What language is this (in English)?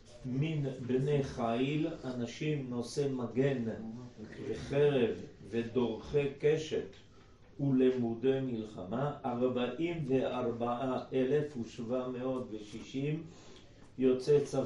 Hebrew